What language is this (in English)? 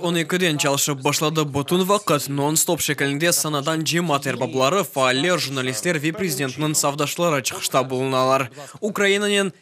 Crimean Tatar